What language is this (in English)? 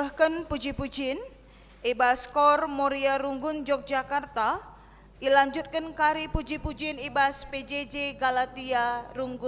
Batak Karo